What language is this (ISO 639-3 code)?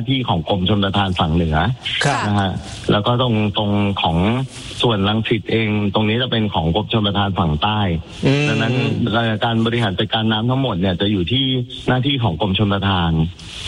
tha